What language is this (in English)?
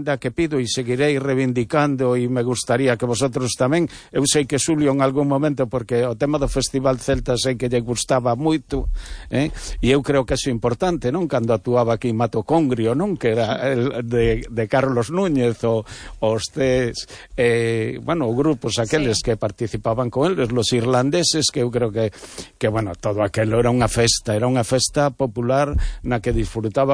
Galician